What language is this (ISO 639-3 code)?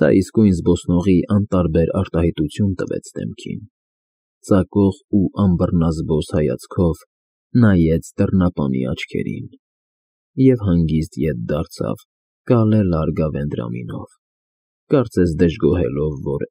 hye